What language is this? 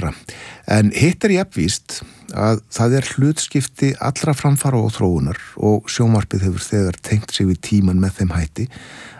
Icelandic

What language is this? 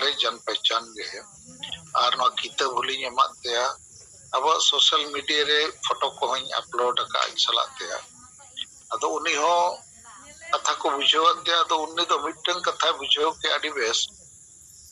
Santali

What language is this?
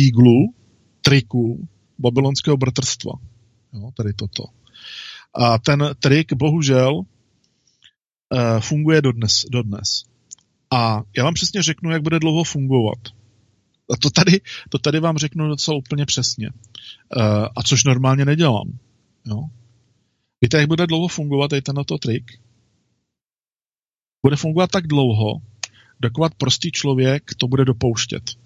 Czech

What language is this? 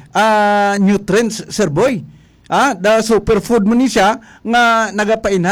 Hiligaynon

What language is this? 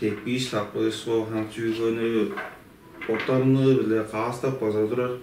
Tuvinian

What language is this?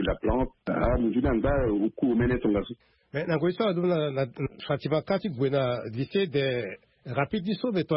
Sango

